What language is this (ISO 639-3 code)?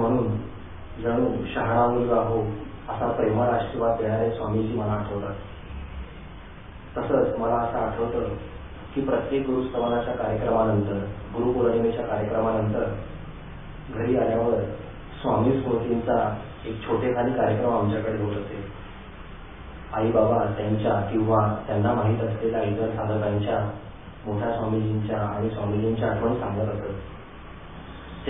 mar